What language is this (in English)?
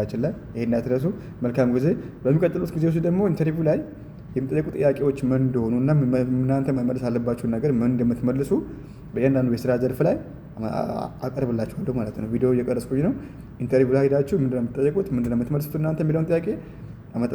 Amharic